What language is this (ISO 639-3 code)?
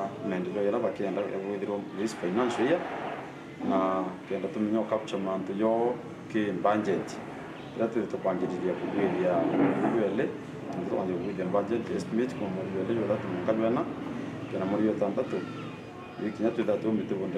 mer